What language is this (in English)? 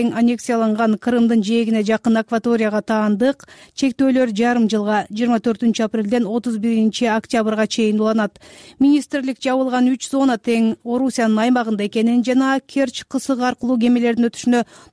Kyrgyz